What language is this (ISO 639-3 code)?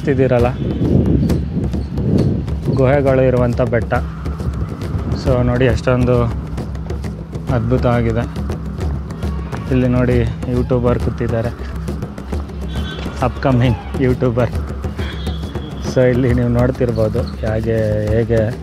kan